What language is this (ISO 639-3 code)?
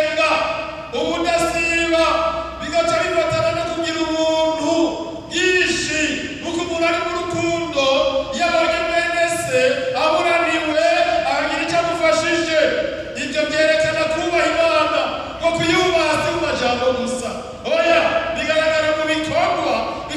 run